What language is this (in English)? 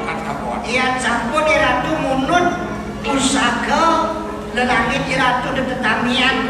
Balinese